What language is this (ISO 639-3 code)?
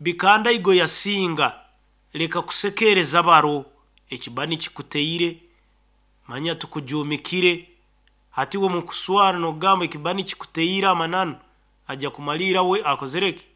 nyn